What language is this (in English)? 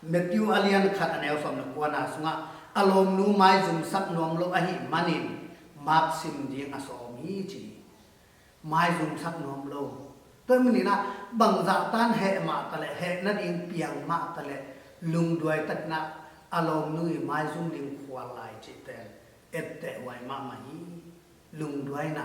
Tedim Chin